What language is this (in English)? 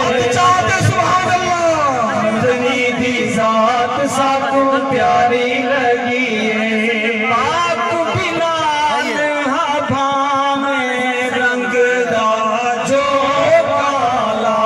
Saraiki